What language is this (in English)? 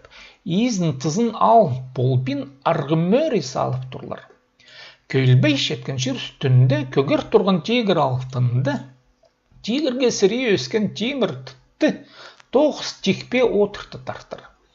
Khakas